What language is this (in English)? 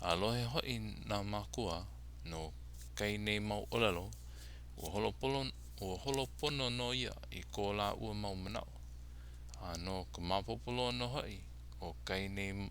Hawaiian